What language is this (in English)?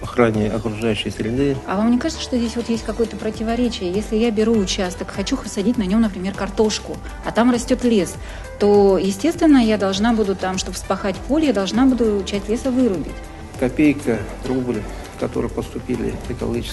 Russian